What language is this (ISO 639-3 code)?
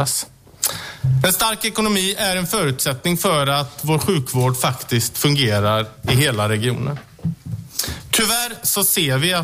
swe